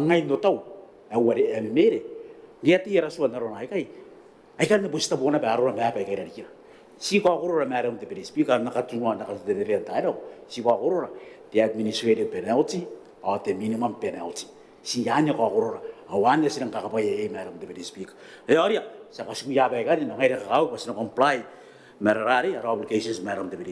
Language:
Gilbertese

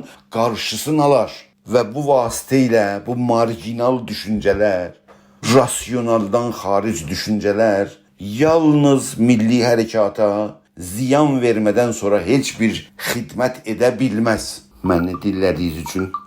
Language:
South Azerbaijani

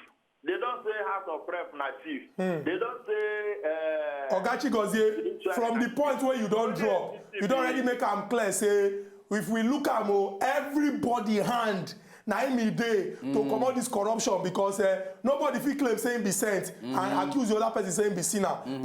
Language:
Nigerian Pidgin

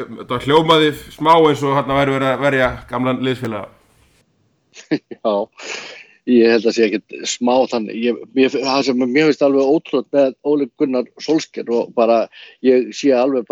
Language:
Icelandic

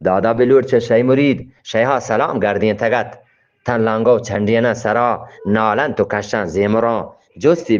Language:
Eastern Balochi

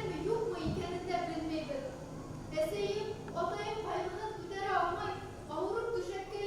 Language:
Bashkir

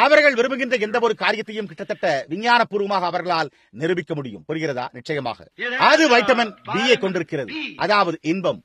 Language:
Tamil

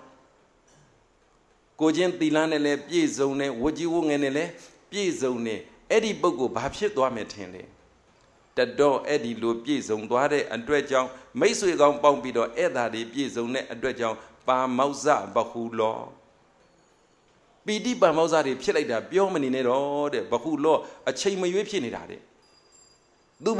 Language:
Burmese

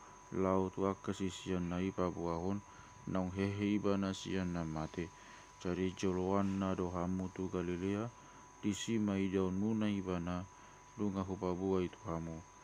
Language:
Batak Toba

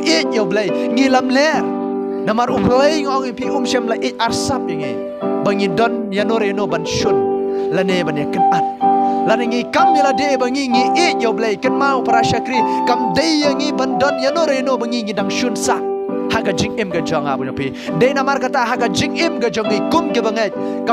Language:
Khasi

